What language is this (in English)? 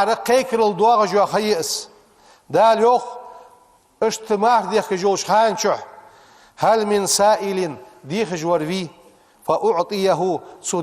Ingush